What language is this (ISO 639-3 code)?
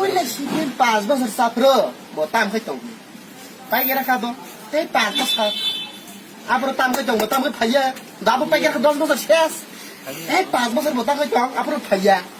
trp